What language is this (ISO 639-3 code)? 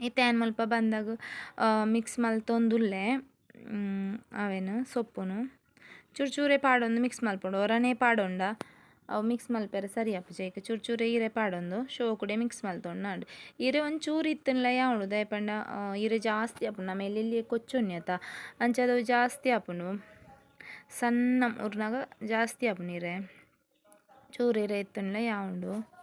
tcy